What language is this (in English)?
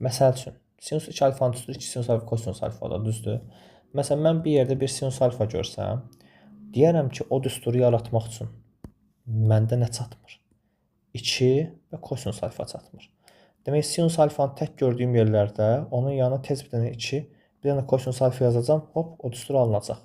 Azerbaijani